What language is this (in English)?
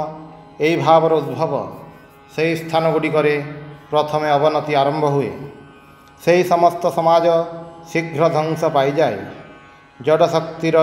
Odia